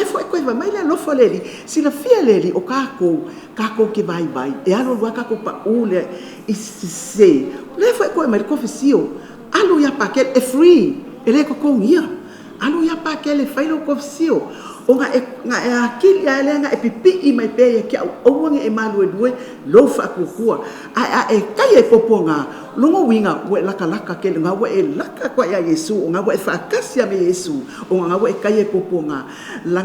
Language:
Samoan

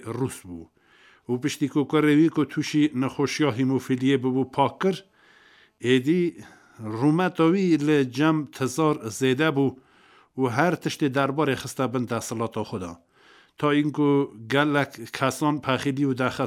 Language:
Kurdish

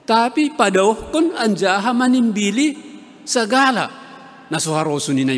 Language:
Batak Simalungun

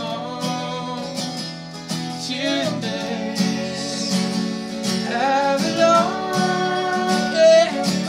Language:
English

